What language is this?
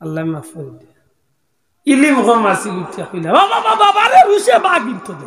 Sylheti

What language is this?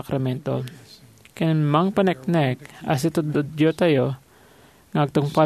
Iloko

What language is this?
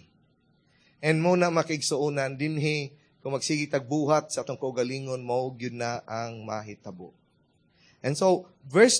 Cebuano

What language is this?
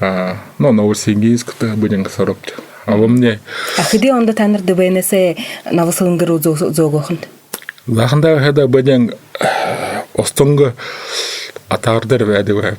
Buriat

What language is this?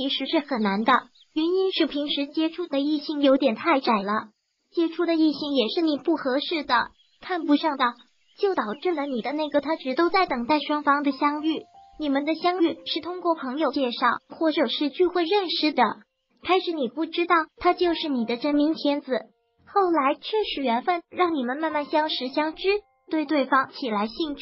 Chinese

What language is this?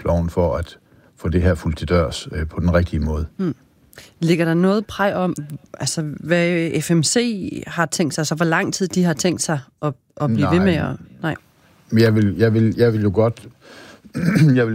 Danish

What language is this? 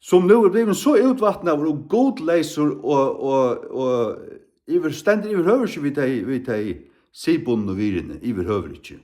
Faroese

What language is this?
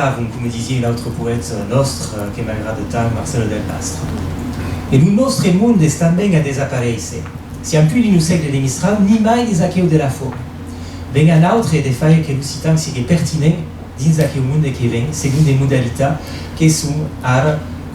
Occitan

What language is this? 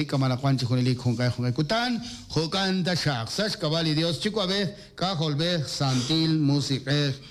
Kekchí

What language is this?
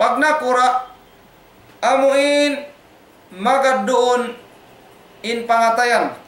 Tausug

